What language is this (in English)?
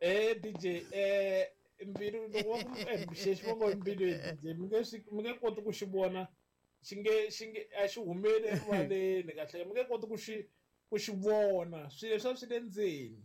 Tsonga